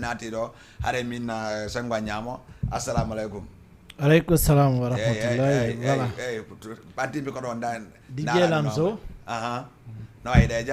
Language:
Fula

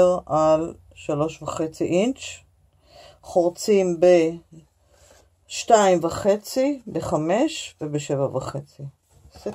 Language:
Hebrew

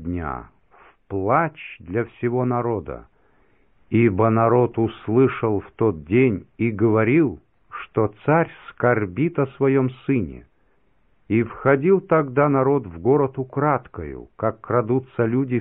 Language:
Russian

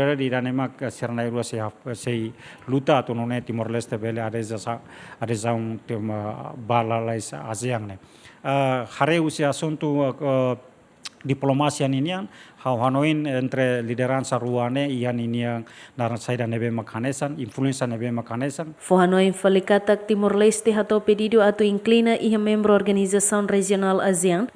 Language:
Tetum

